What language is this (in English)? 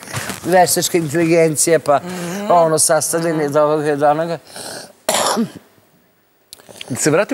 Serbian